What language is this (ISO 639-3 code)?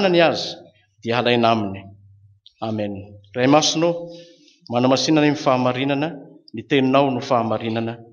mlg